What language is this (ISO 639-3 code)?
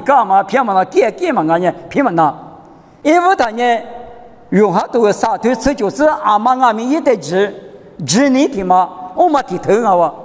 lis